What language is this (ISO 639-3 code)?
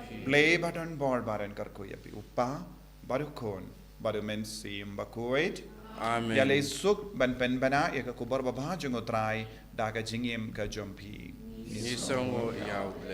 kha